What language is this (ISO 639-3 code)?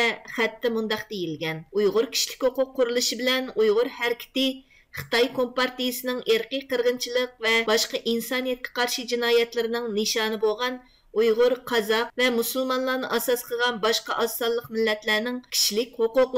uig